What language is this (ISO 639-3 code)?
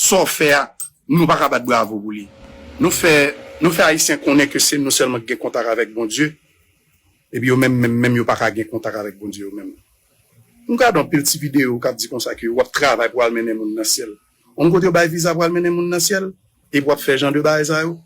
hat